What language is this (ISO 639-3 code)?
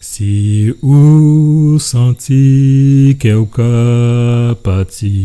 gcf